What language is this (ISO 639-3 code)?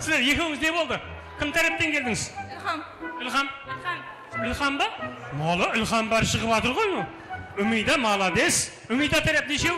kaa